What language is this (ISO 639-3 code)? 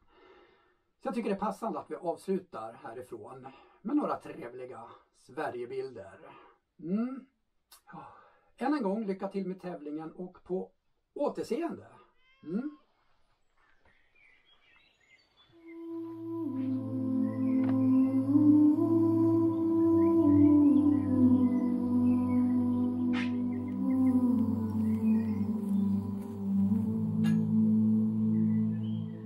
swe